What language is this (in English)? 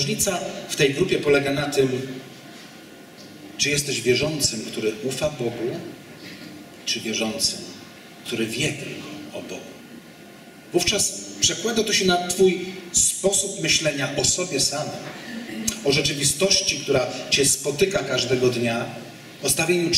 Polish